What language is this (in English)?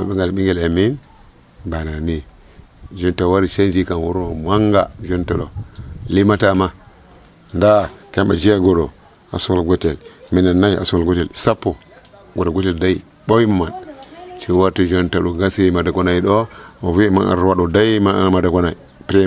Nigerian Fulfulde